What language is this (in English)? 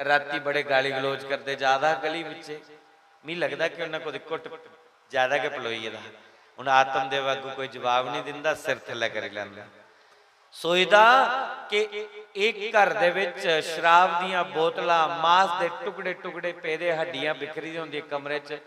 Dogri